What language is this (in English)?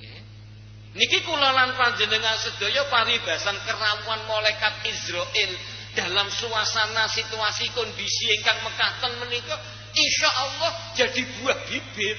Javanese